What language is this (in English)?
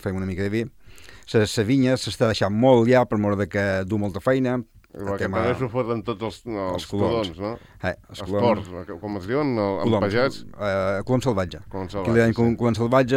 Catalan